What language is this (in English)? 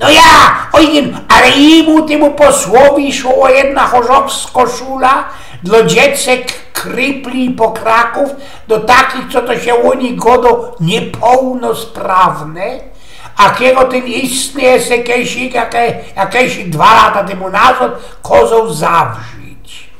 Silesian